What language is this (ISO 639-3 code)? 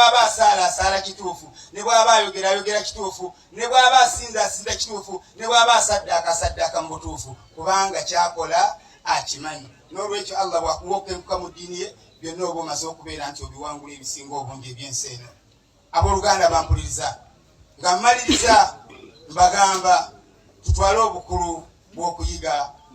lug